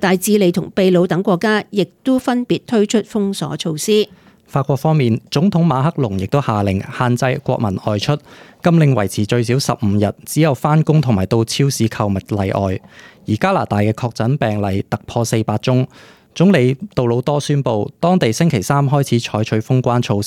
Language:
Cantonese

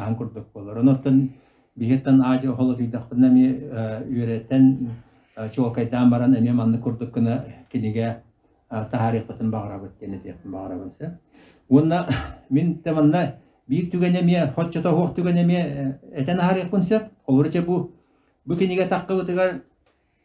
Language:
Yakut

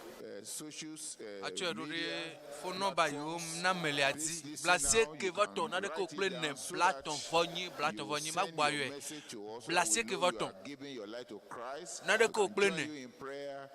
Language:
Ewe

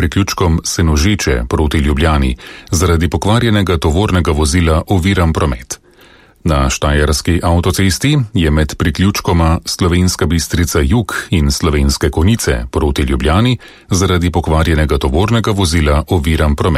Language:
Slovenian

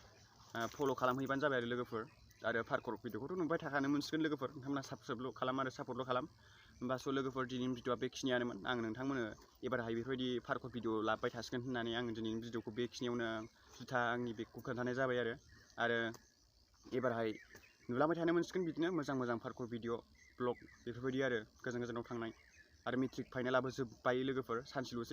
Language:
Bodo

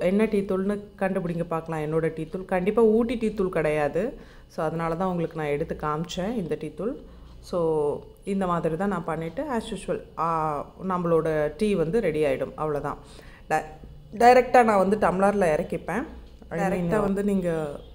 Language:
Tamil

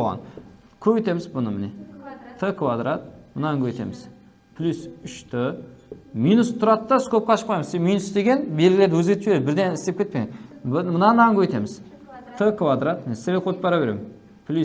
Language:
Kara-Kalpak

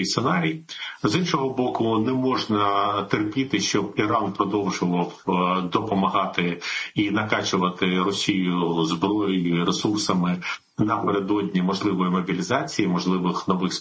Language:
Ukrainian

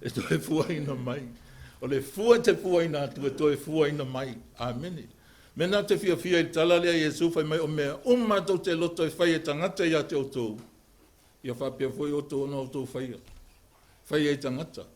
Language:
Samoan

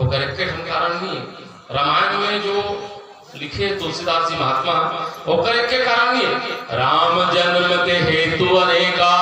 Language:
Chhattisgarhi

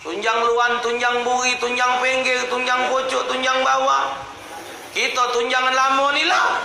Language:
Musi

